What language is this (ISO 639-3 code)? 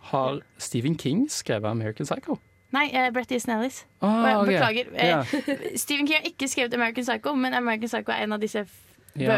nor